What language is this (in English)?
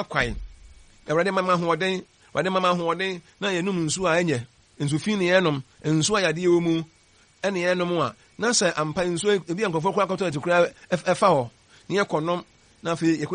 Akan